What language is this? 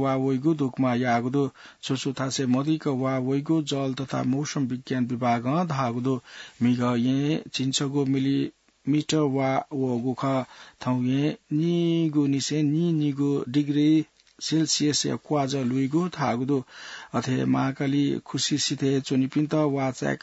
Newari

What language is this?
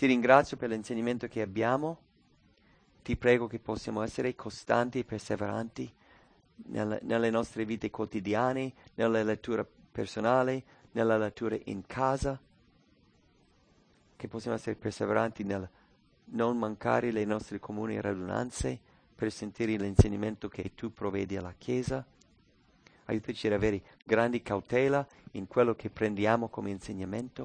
Italian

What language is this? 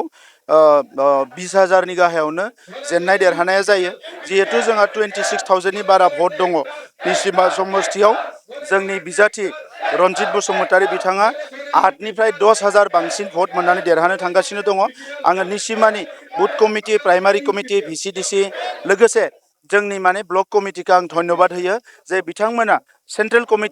Bodo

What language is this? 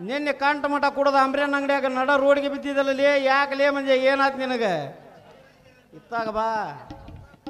Kannada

